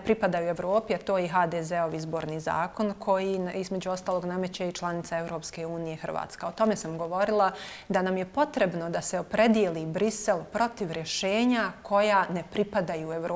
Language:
Bosnian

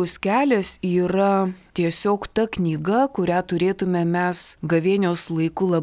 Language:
Lithuanian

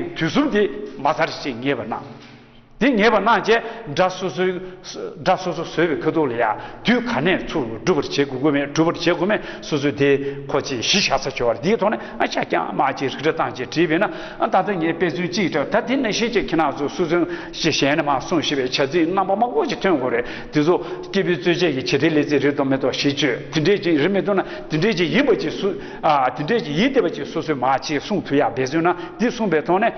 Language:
Tibetan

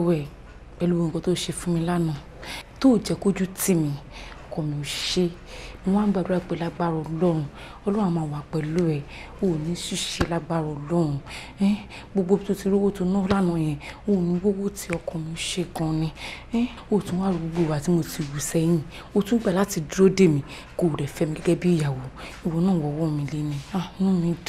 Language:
Yoruba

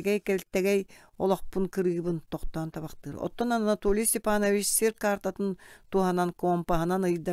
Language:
Yakut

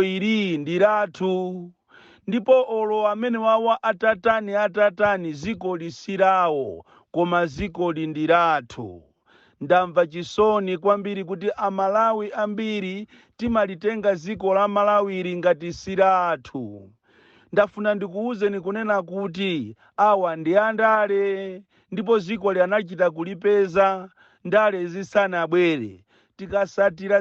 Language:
Nyanja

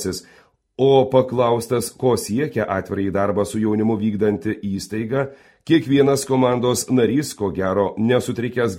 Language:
Lithuanian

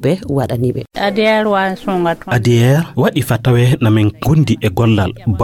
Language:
Fula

